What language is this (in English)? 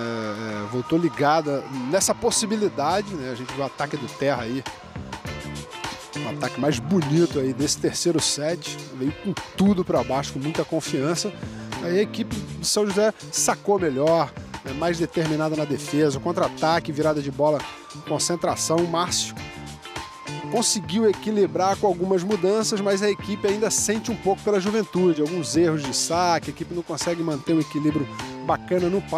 Portuguese